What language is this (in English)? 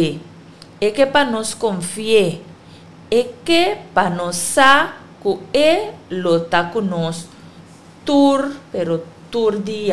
Papiamento